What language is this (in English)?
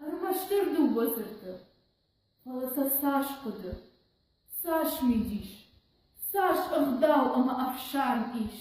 Ossetic